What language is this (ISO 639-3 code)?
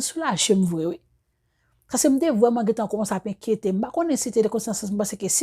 hat